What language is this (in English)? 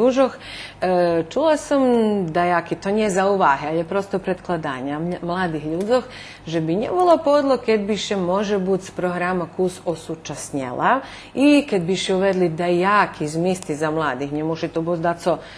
Rusyn